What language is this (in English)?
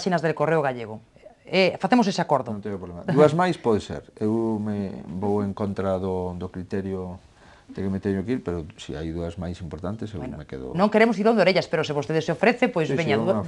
Galician